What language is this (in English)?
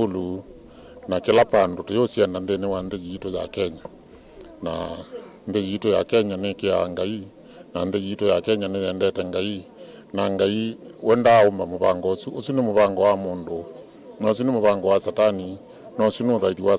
Kamba